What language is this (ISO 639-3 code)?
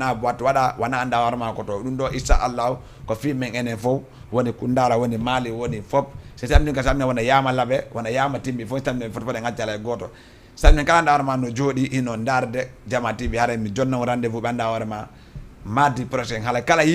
ful